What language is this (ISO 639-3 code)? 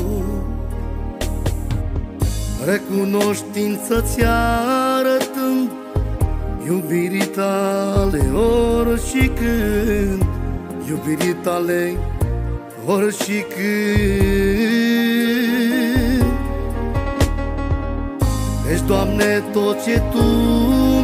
ron